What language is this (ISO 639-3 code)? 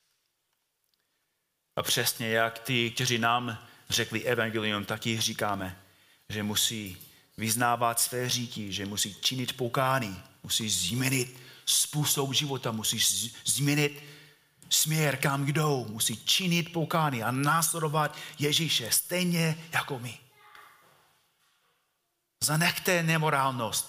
ces